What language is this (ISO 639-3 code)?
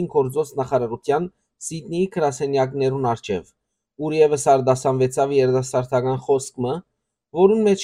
hyw